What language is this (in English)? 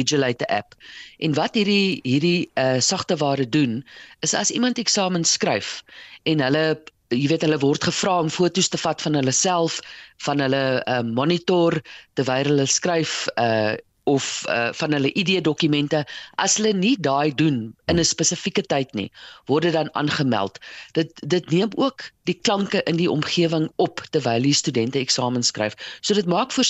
Afrikaans